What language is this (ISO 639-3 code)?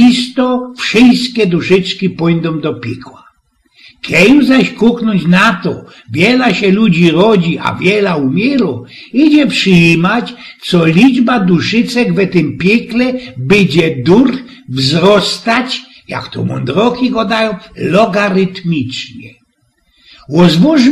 szl